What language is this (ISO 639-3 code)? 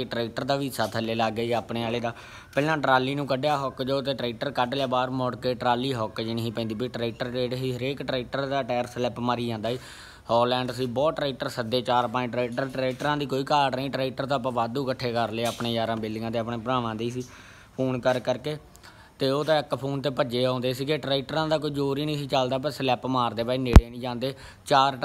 pan